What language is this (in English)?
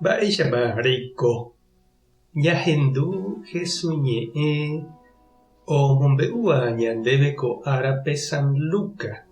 Guarani